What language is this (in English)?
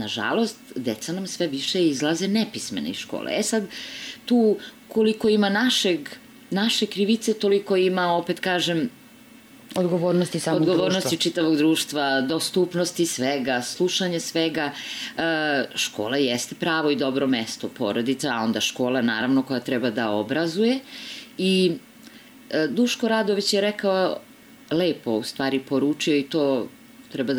Serbian